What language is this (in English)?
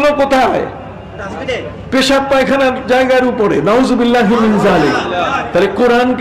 Bangla